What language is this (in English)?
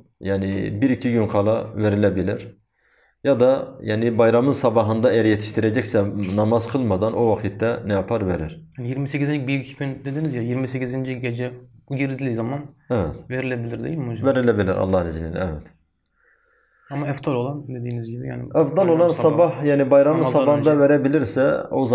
Turkish